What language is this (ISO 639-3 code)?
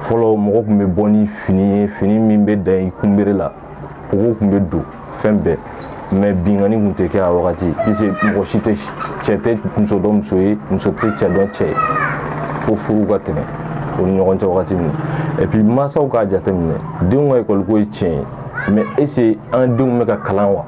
bam